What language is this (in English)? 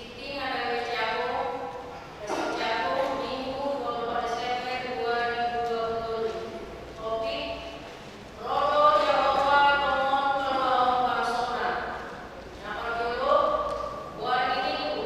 Batak Toba